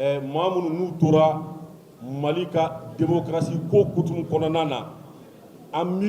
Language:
Bambara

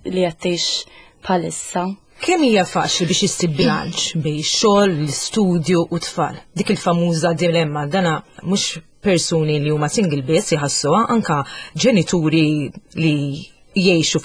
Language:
Maltese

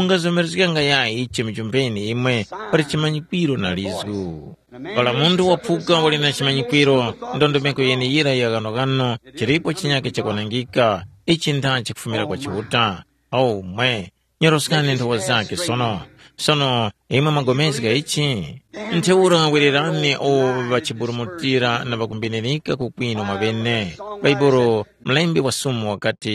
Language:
Tumbuka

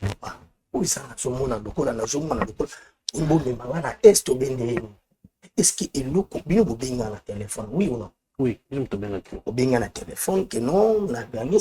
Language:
Lingala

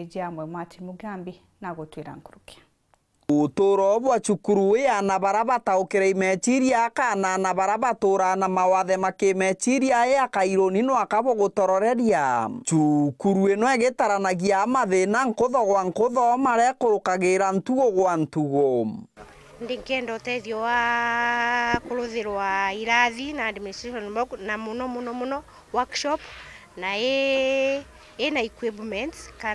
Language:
Meru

